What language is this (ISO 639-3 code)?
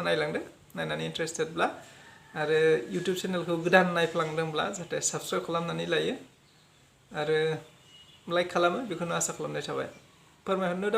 brx